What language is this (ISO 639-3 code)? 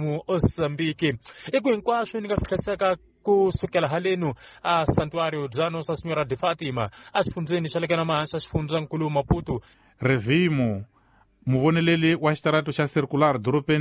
tso